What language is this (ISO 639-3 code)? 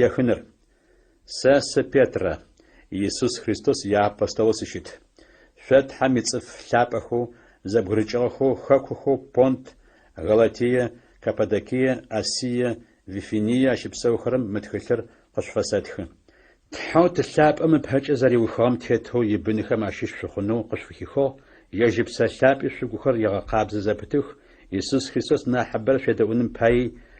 ady